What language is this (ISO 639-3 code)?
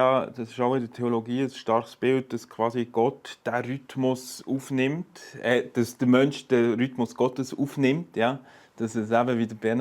gsw